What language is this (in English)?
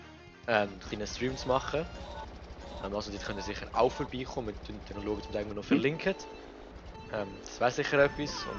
Swiss German